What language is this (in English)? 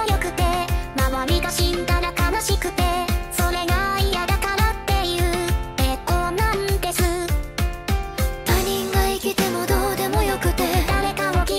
Japanese